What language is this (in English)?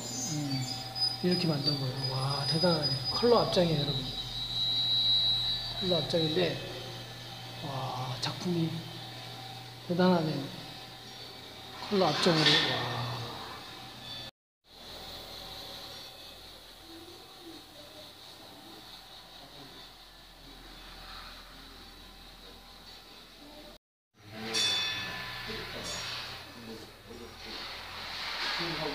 Korean